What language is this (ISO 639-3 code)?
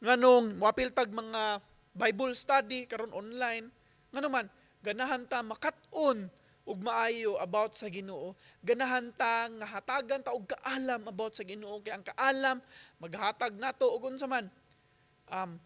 ceb